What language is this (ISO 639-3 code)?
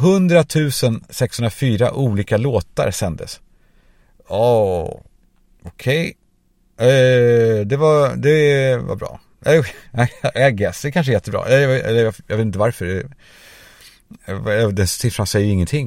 swe